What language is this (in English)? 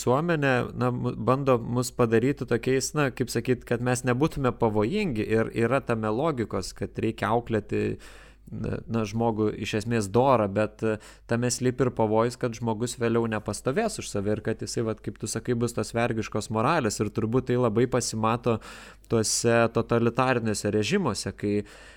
Lithuanian